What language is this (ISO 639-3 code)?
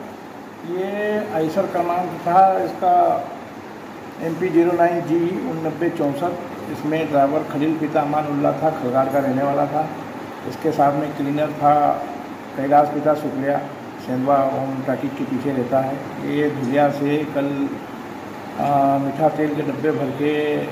hin